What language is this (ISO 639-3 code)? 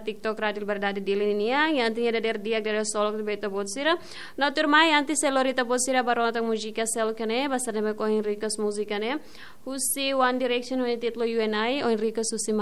tet